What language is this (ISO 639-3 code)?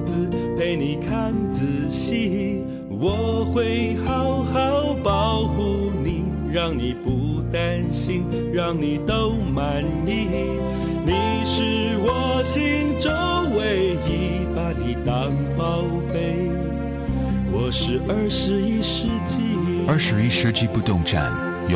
zho